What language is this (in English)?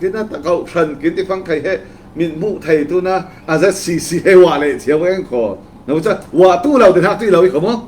Falam Chin